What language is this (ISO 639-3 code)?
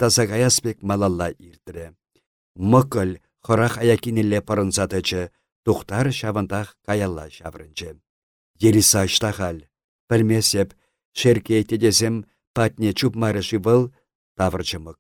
chv